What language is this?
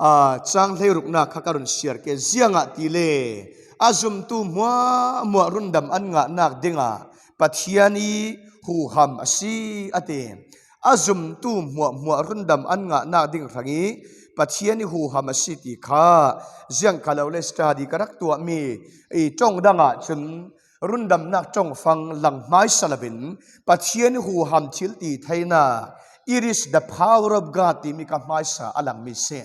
Falam Chin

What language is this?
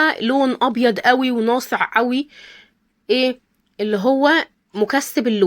Egyptian Arabic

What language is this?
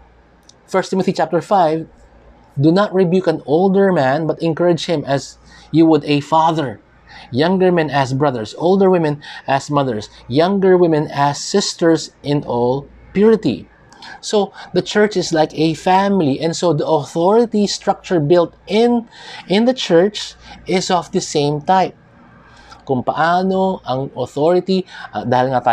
Filipino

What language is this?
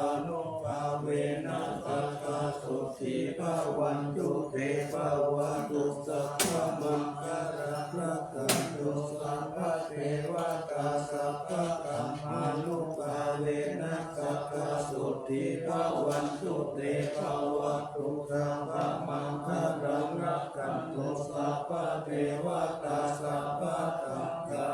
Pali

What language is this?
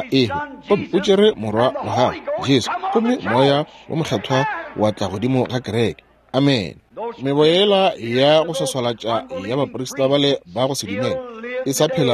Northern Sotho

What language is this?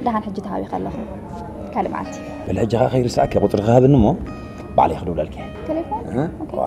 Tigrinya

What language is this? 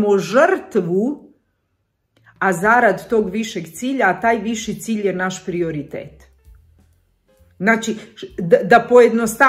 Croatian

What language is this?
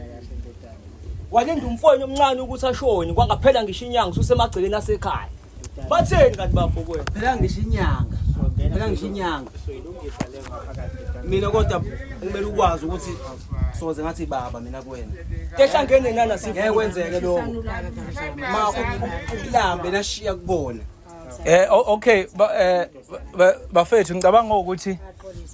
Zulu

